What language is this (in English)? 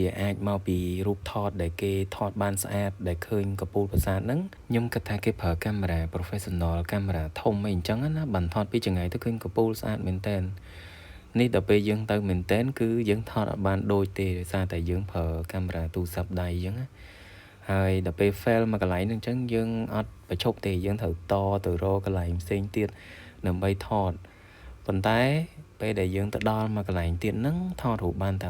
Khmer